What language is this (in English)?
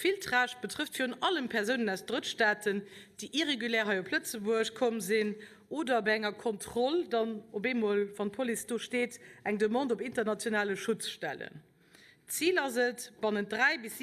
Luxembourgish